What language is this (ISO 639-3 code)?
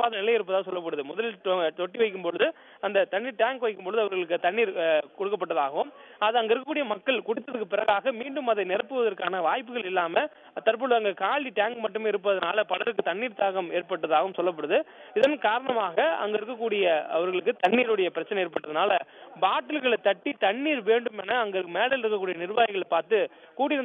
tam